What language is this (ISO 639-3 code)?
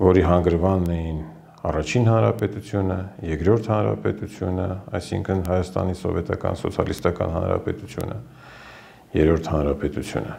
hye